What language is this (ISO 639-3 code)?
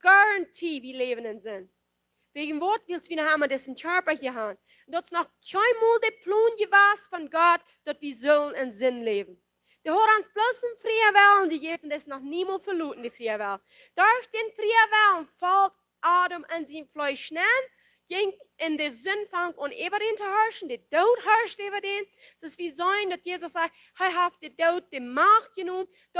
pdt